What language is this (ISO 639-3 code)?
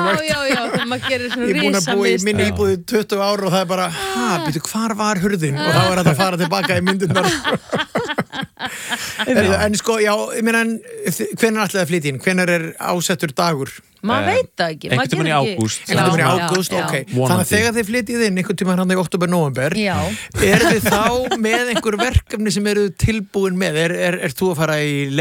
isl